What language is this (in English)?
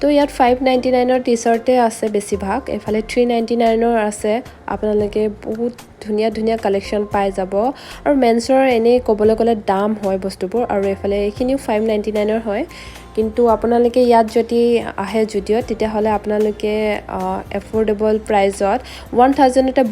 Assamese